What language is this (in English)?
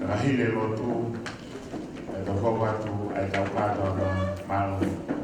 Tongan